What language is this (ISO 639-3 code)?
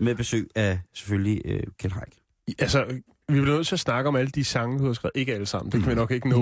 dan